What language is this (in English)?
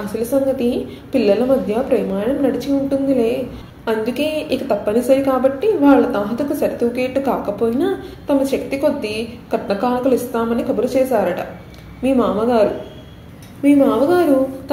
Telugu